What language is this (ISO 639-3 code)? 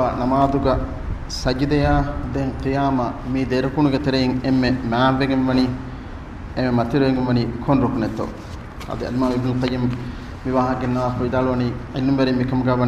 div